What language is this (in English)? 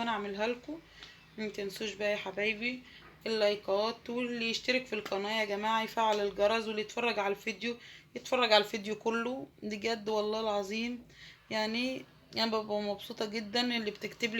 Egyptian Arabic